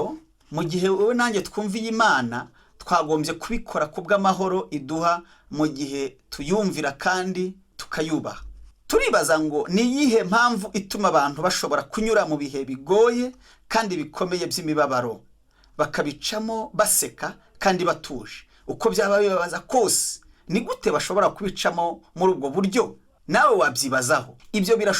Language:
Kinyarwanda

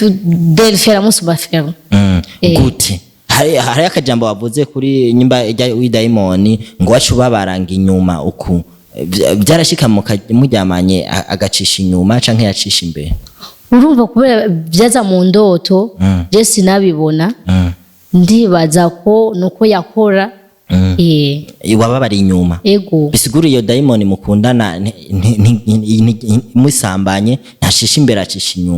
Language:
Rundi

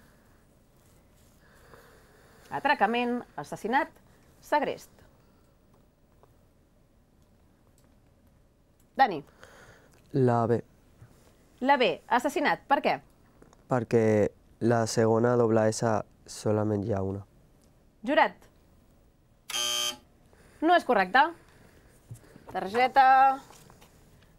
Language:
Catalan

